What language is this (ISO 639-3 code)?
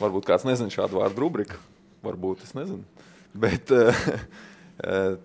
lav